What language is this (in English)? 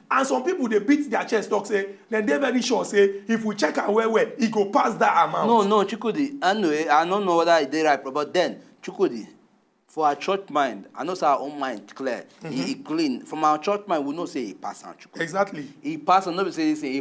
Nigerian Pidgin